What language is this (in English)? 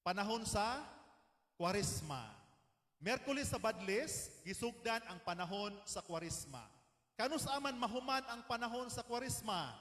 Cebuano